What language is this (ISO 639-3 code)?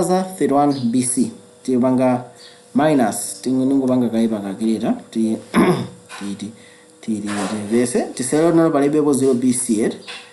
nya